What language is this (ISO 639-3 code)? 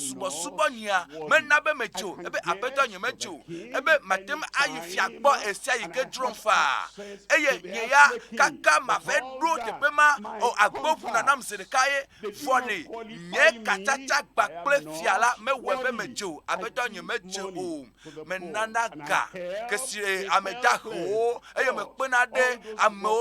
ewe